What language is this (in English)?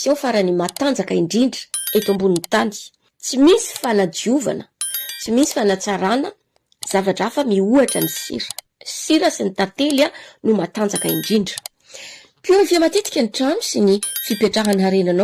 Malagasy